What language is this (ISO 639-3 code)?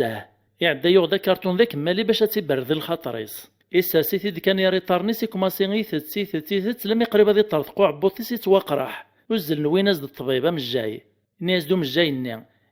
kab